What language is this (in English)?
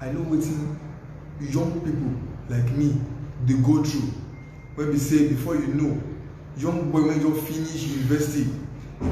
Nigerian Pidgin